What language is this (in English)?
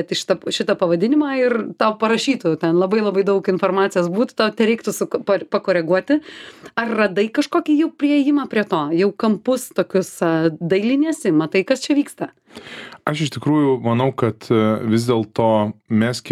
Lithuanian